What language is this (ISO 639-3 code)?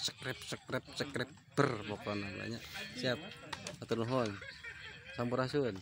sun